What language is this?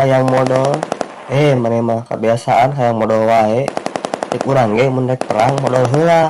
Sundanese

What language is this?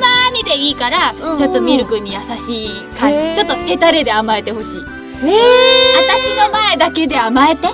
Japanese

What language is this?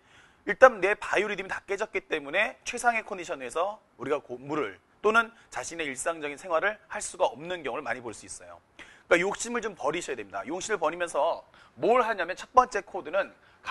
Korean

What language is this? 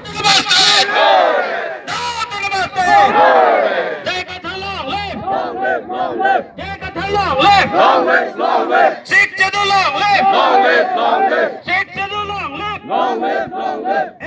Karbi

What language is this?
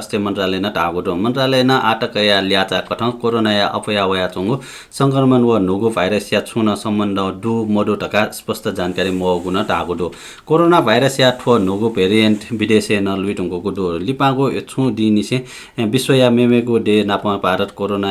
Newari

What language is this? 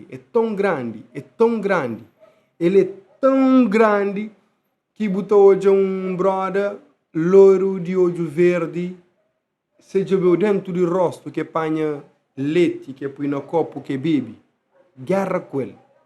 Kabuverdianu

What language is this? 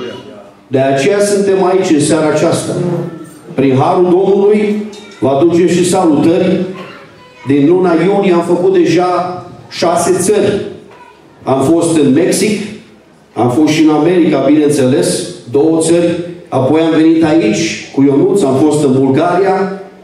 Romanian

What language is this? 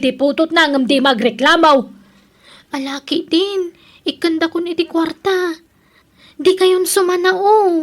Iloko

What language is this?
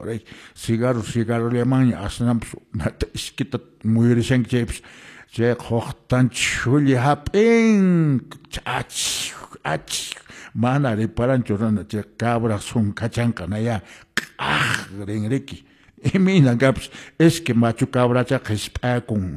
Quechua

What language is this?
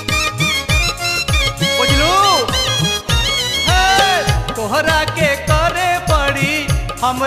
Bhojpuri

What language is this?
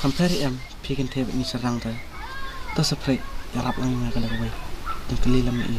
Khasi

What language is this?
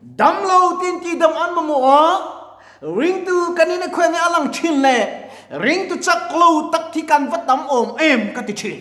Mizo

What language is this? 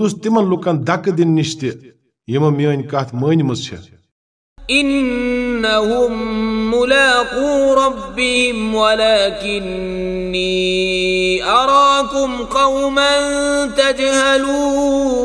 Kashmiri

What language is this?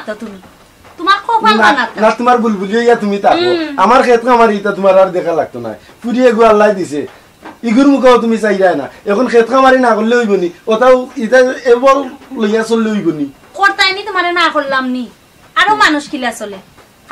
Sylheti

